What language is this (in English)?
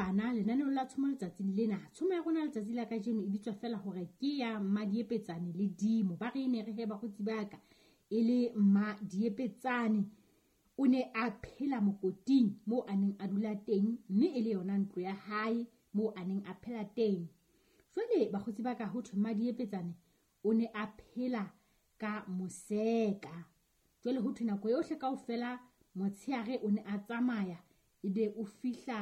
Southern Sotho